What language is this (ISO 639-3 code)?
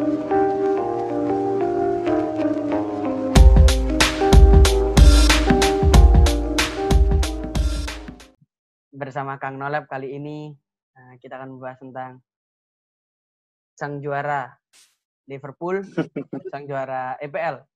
ind